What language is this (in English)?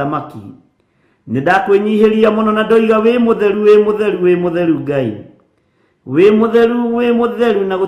Kikuyu